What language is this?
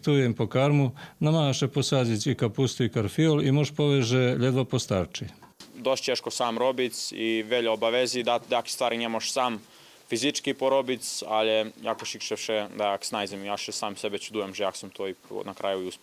Rusyn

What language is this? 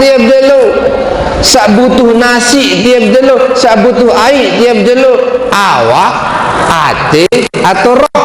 Sasak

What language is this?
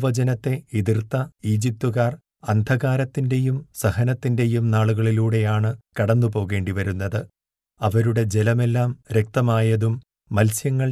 Malayalam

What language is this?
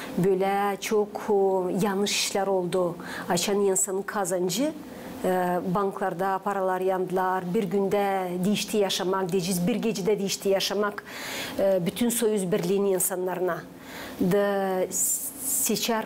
Gagauz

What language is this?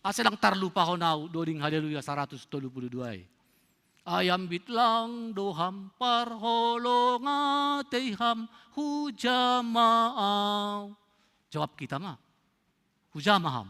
Batak Simalungun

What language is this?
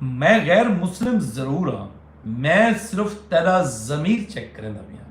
Saraiki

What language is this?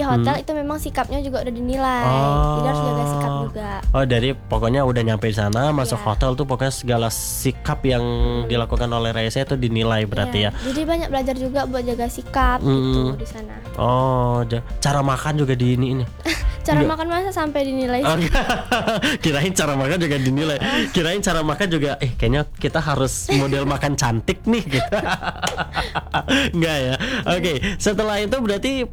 Indonesian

